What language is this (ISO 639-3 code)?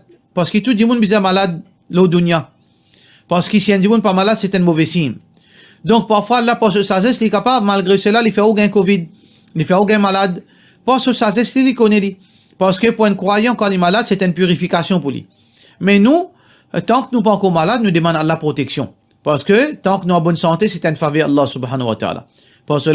mfe